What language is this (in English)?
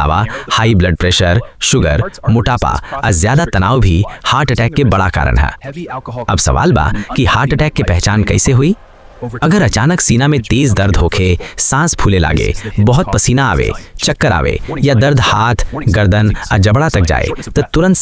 Bhojpuri